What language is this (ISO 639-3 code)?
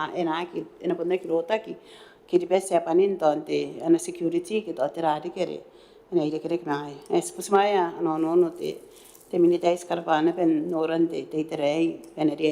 gil